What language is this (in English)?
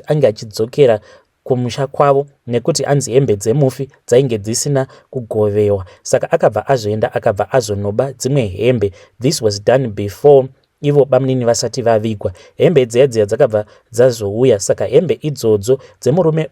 Shona